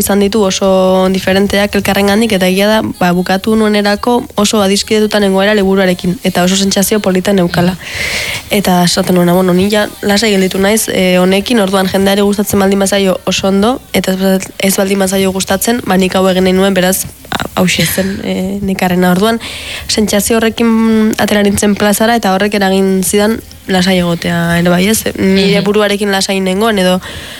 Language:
Basque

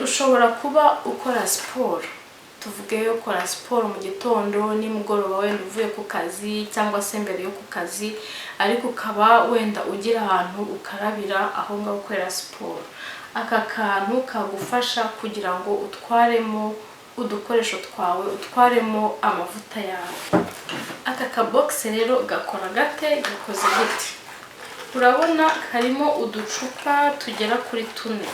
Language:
Kinyarwanda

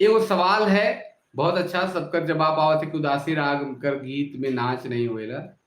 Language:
Sadri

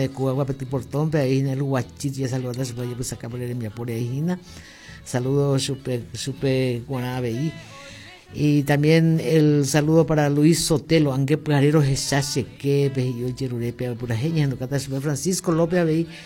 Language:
Guarani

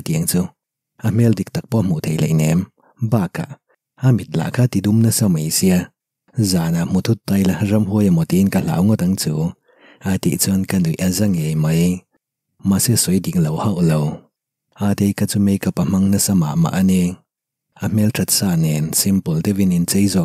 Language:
Mizo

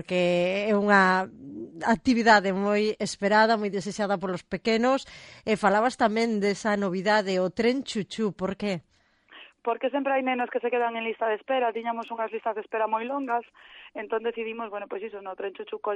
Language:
Galician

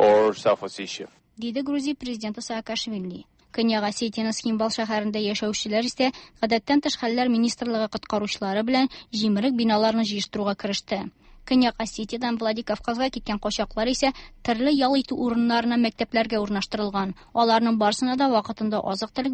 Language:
Tatar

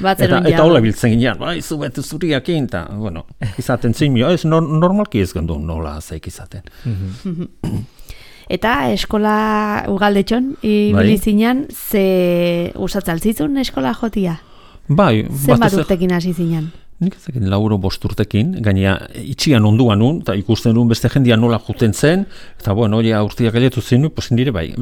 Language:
Basque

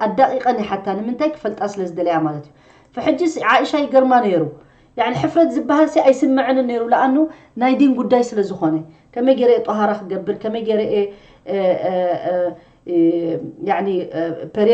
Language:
Tigrinya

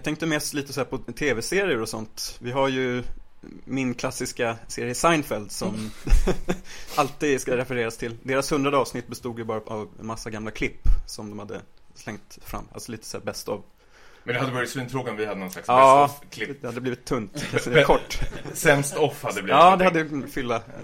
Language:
Swedish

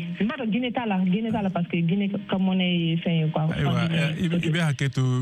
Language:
Bambara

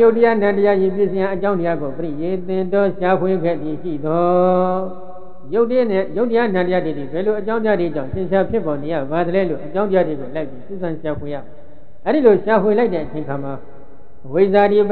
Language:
Burmese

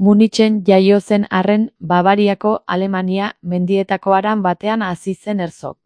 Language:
Basque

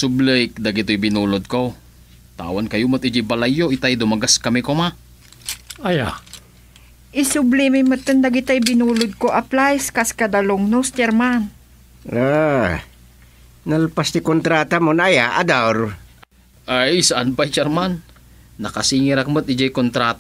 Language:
Iloko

